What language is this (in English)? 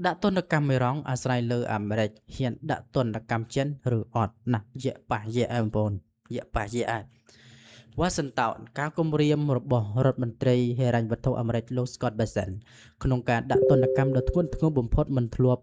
Khmer